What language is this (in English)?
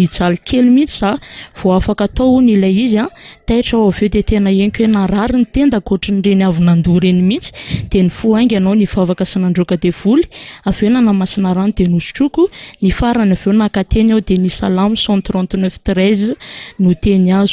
Malagasy